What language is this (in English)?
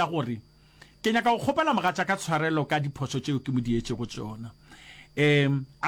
Northern Sotho